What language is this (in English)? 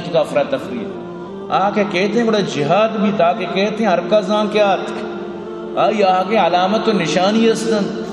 Baluchi